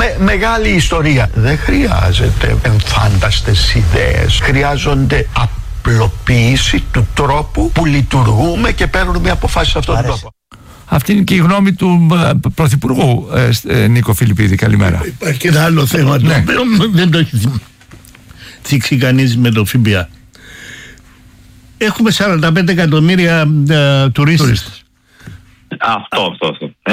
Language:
Greek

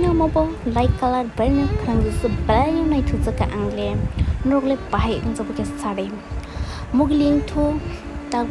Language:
Kok Borok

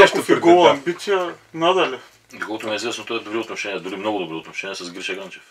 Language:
Bulgarian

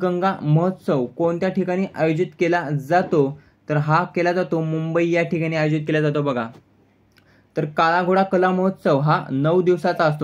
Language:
Marathi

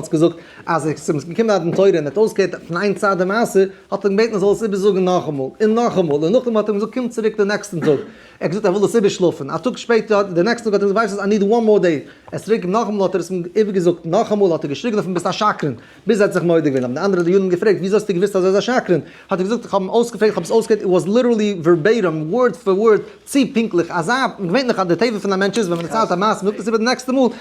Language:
Yiddish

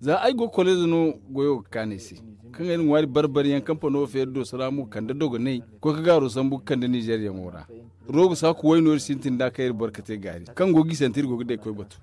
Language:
Zarma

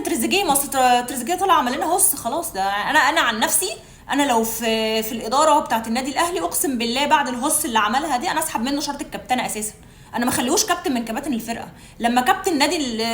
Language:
Egyptian Arabic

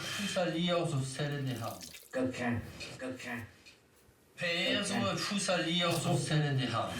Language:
Breton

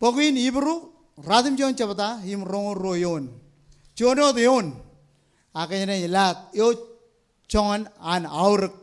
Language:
Marshallese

